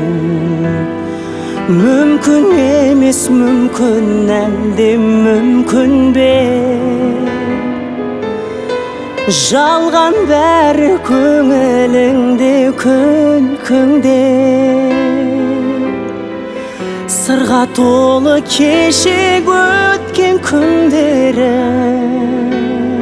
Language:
Kazakh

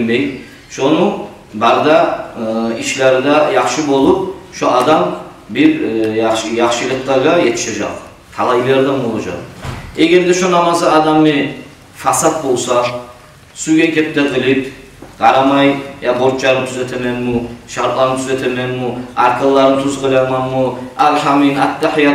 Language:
Kumyk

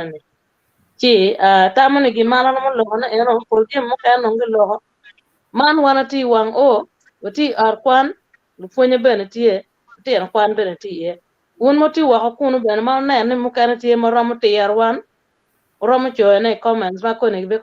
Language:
Acoli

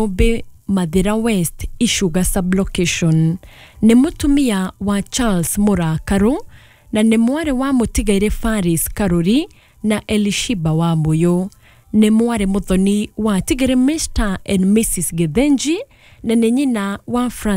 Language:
Kikuyu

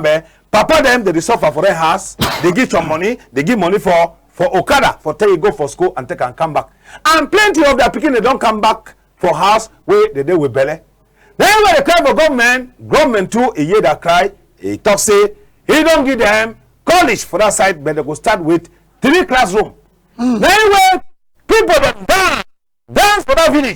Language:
Cameroon Pidgin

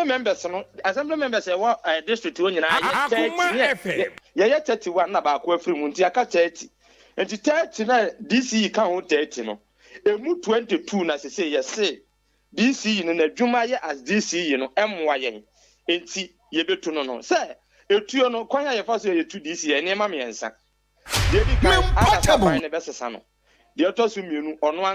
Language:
Akan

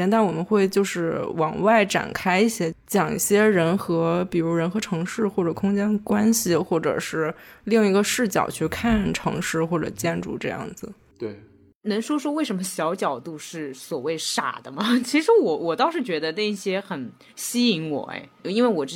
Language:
Chinese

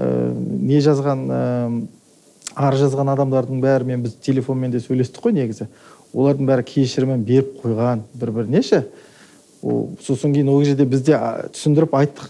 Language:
Kazakh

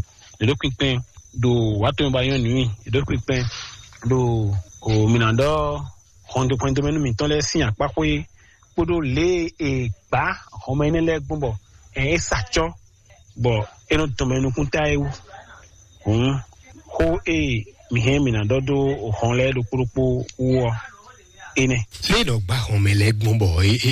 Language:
Fon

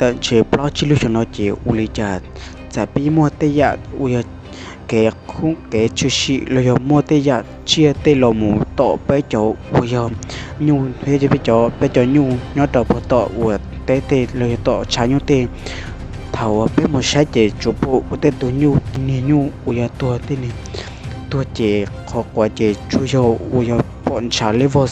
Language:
Hmong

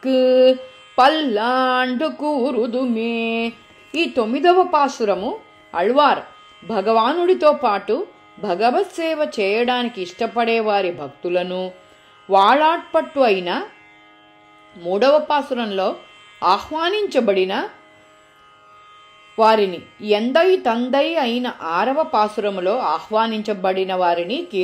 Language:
Telugu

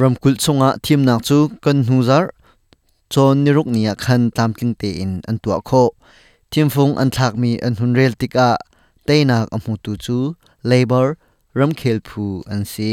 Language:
Hakha Chin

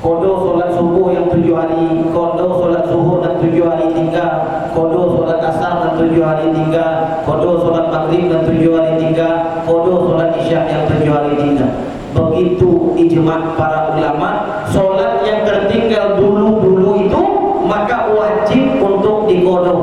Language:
Minangkabau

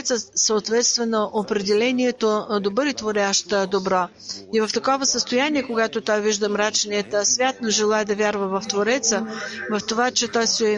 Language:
Bulgarian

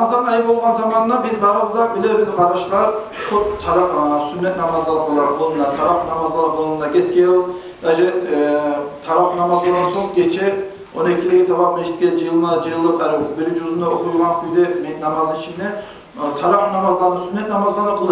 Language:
Kumyk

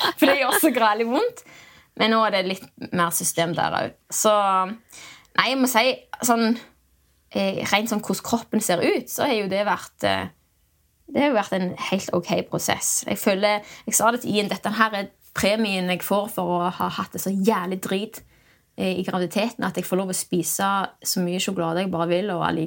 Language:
Norwegian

